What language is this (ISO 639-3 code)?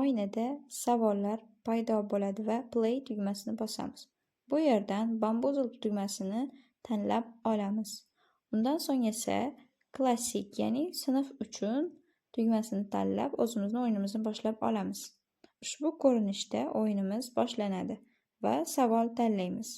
uzb